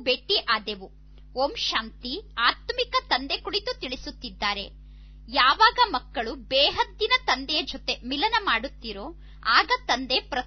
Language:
Kannada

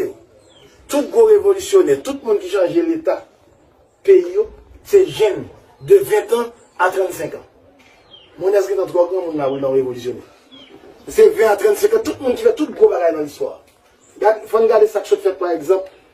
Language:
Haitian Creole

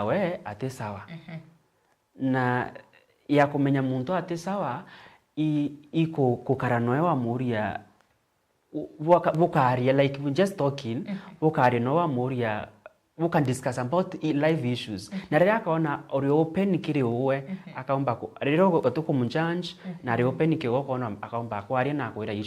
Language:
Meru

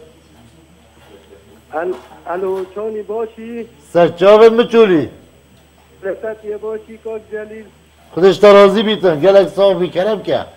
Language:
Kurdish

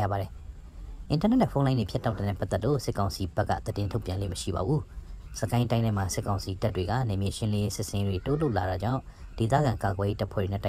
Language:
Burmese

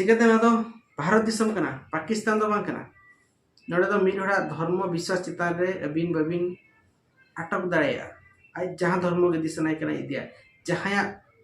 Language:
Santali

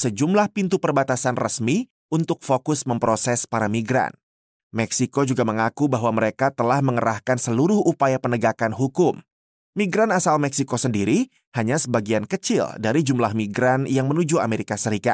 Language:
Indonesian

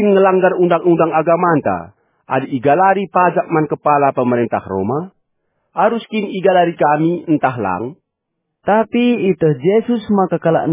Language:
Batak Karo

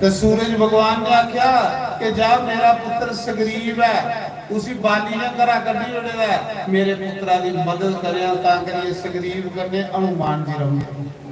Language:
Dogri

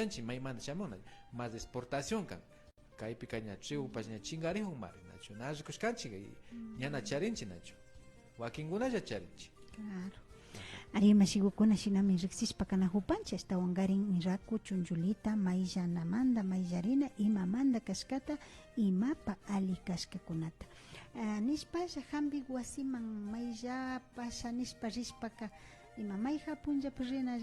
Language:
Imbabura Highland Quichua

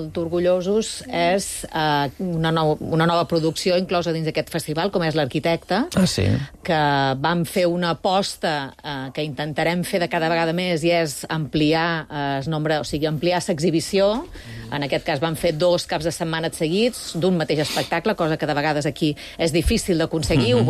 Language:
Catalan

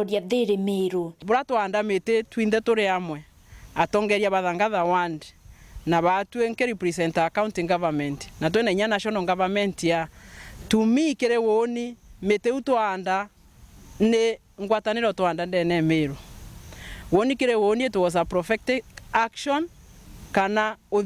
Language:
Meru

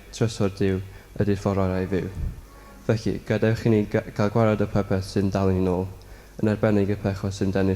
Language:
Welsh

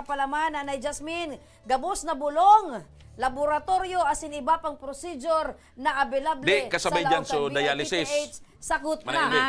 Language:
Bikol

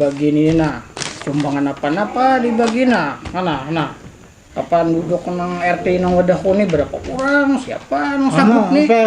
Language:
Banjar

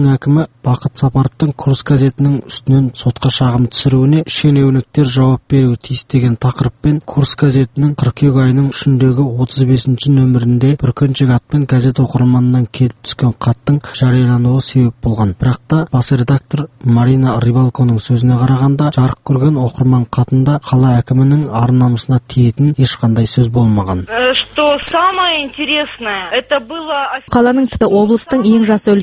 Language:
Kazakh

